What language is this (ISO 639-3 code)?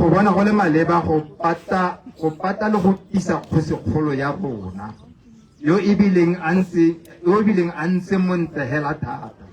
tsn